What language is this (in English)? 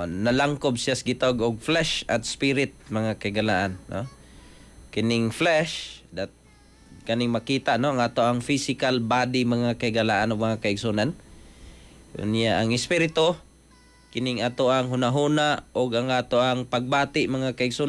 Cebuano